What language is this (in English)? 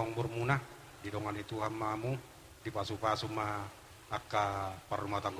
Batak Toba